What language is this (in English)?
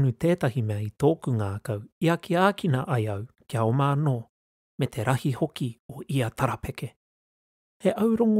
Māori